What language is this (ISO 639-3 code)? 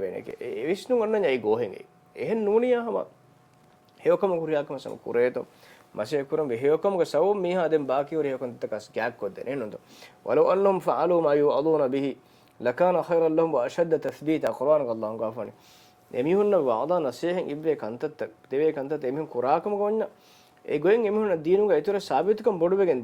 div